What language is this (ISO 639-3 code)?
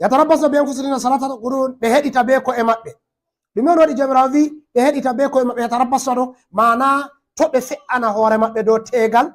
ful